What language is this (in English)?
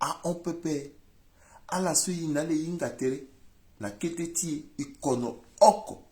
Sango